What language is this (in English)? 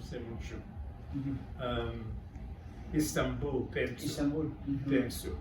Ladino